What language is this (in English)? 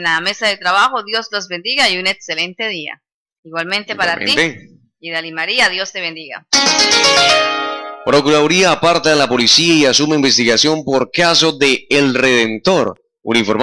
Spanish